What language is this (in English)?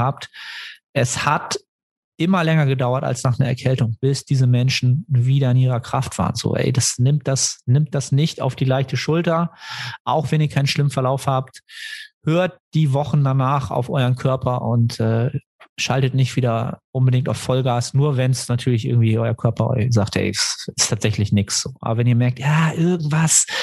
German